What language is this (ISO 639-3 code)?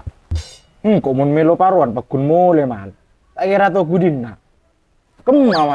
mad